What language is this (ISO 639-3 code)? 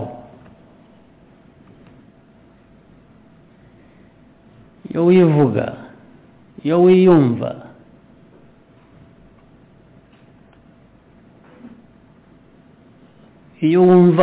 kin